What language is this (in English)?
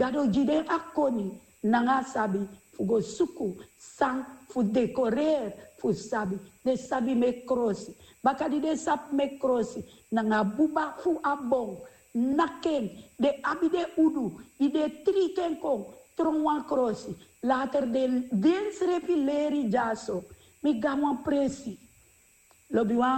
Sranan Tongo